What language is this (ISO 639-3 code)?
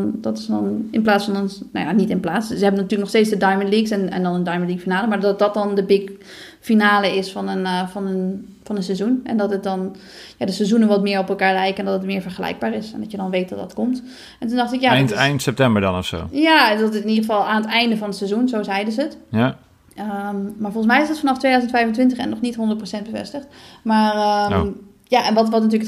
nld